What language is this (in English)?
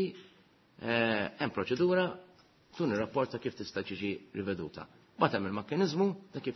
Maltese